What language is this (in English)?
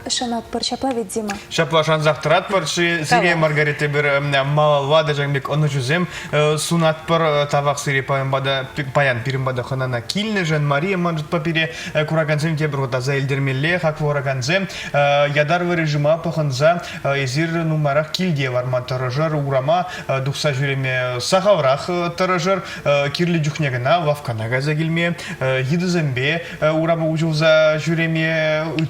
Chuvash